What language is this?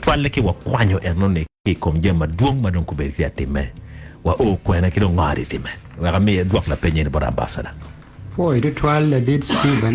Acoli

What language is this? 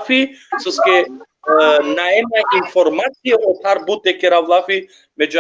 Balkan Romani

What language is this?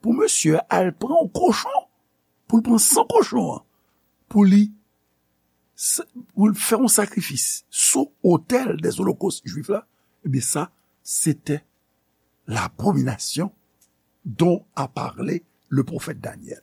Haitian Creole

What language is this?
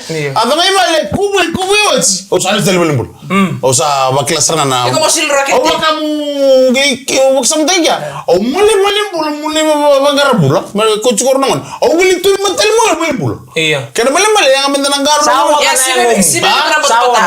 Fijian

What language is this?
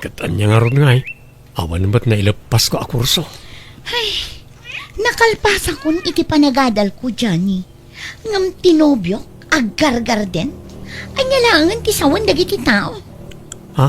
Iloko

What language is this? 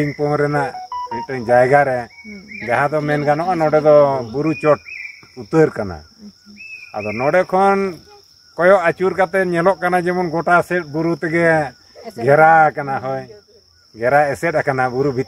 Santali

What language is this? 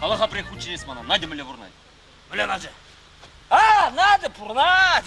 Chuvash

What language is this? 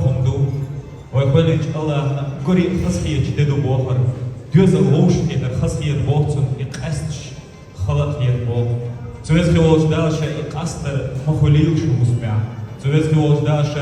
Chechen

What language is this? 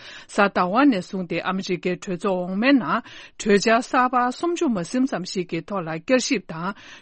Tibetan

